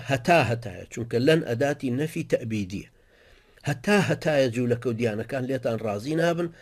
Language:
Central Kurdish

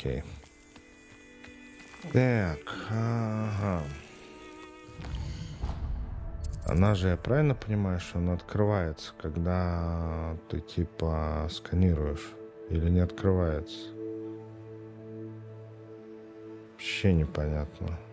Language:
Russian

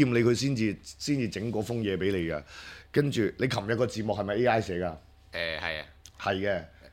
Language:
Cantonese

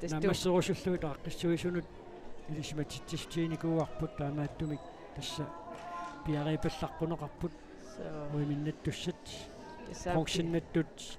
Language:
Kalaallisut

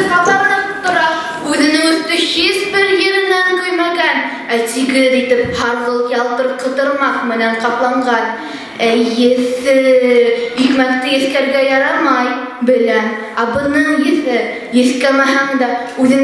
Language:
Bashkir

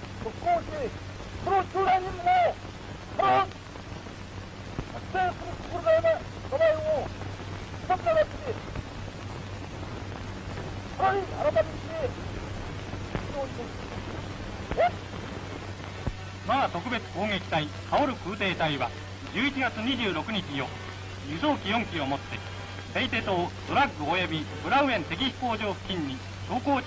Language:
Japanese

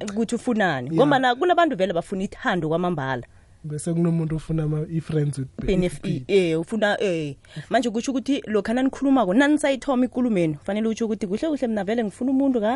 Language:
South Ndebele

